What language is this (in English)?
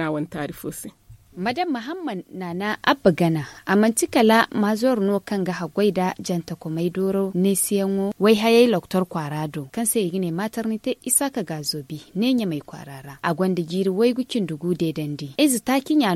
Zarma